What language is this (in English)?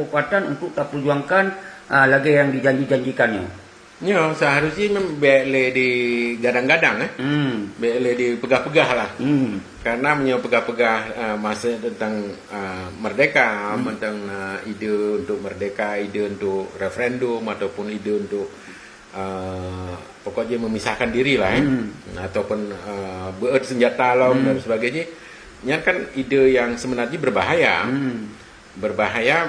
Achinese